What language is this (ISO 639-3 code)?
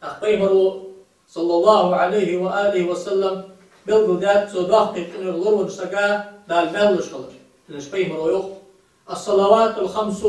inh